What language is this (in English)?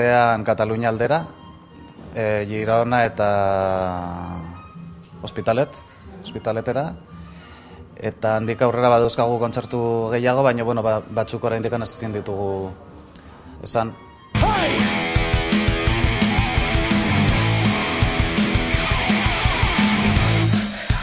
Basque